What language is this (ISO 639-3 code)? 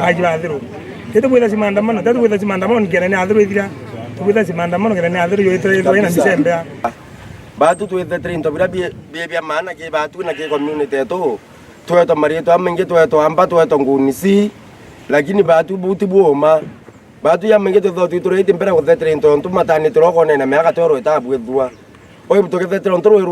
mer